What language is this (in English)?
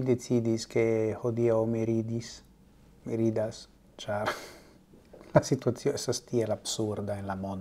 Esperanto